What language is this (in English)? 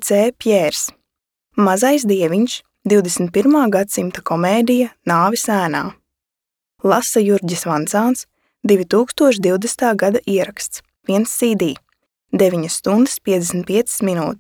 Latvian